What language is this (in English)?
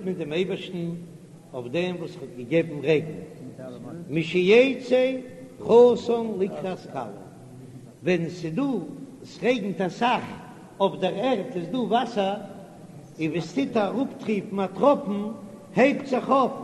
Yiddish